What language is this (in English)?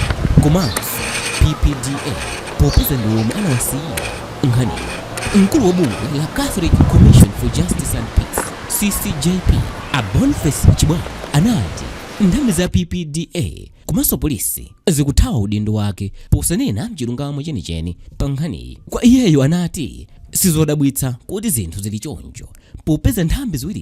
Nyanja